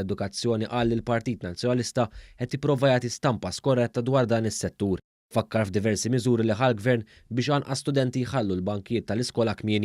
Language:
Maltese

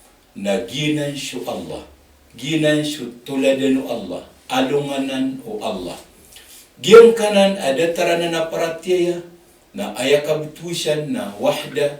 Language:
Maranao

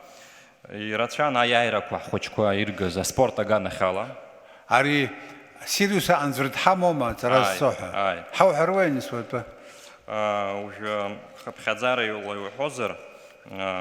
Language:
Abkhazian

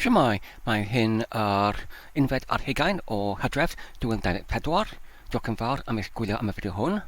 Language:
Welsh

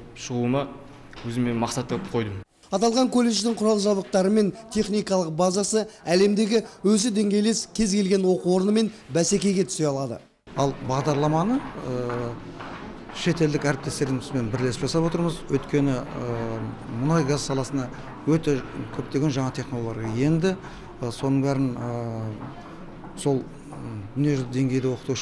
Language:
Kazakh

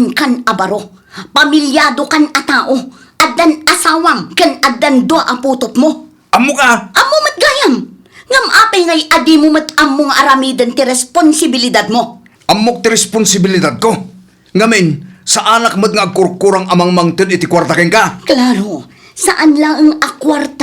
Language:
Iloko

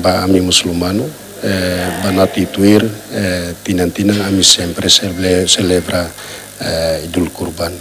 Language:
Tetum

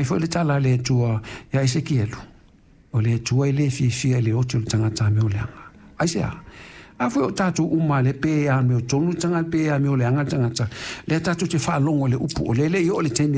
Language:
Samoan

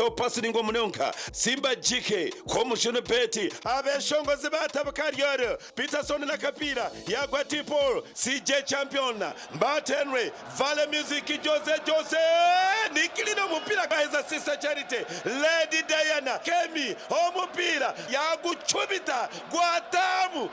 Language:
Nyankole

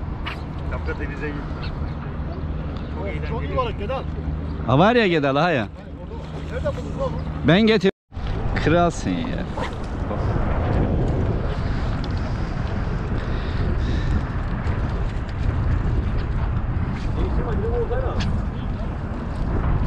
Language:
Turkish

